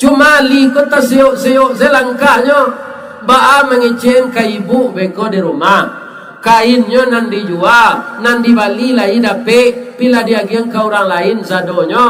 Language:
Minangkabau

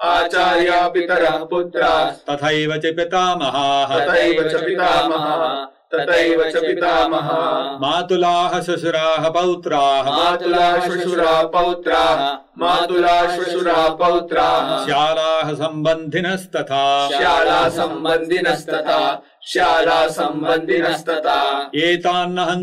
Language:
Sanskrit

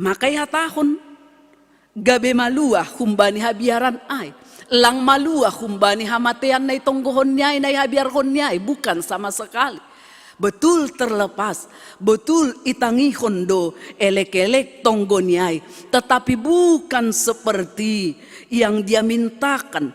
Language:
Batak Simalungun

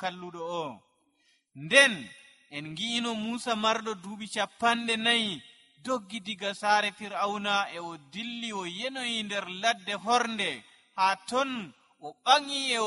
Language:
Nigerian Fulfulde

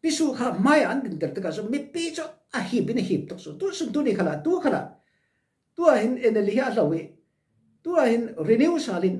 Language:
Falam Chin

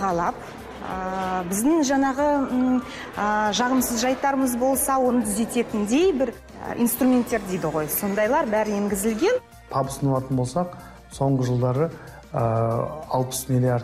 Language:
Kazakh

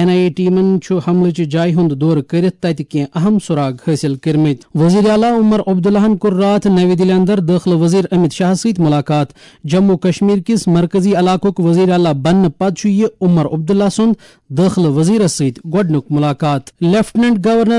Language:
Kashmiri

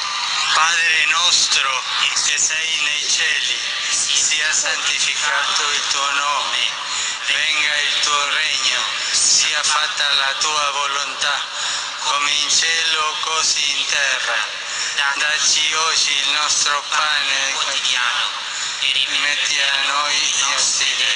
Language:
Italian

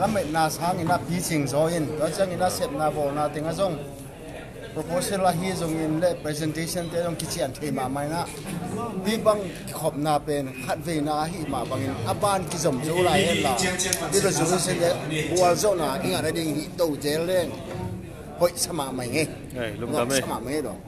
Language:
Tedim Chin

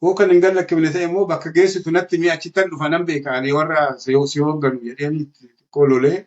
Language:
Oromo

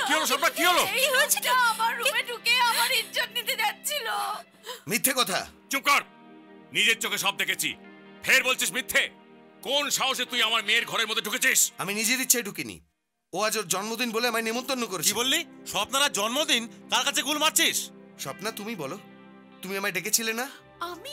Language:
Bangla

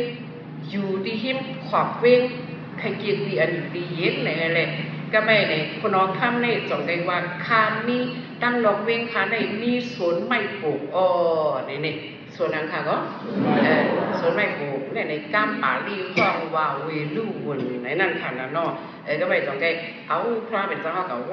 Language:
Shan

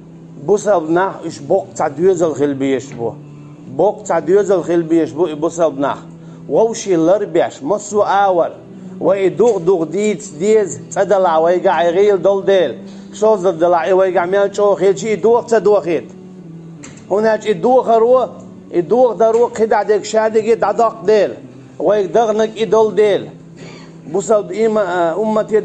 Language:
Chechen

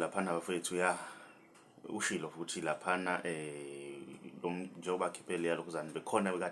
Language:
Zulu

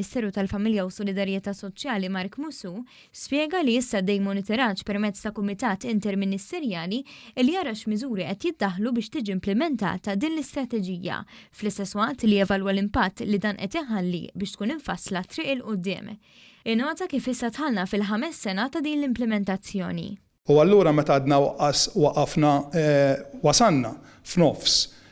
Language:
Maltese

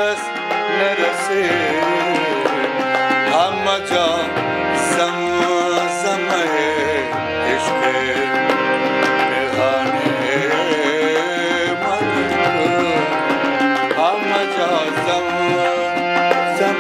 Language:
Persian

